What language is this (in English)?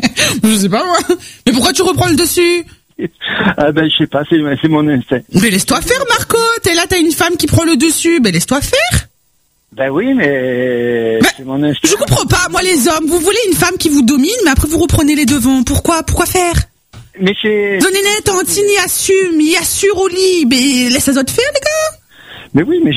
French